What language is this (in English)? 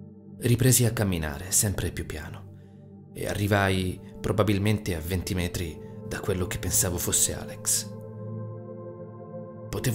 Italian